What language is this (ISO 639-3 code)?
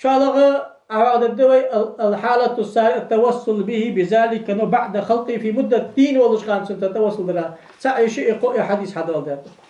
inh